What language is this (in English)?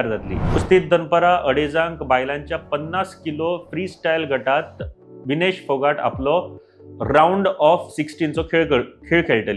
Konkani